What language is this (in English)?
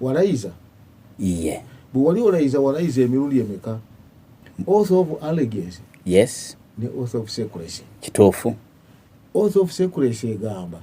Ganda